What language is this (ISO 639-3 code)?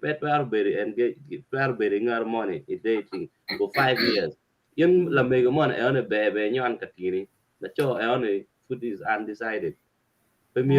ach